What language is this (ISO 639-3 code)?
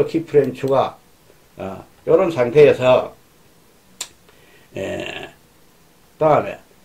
kor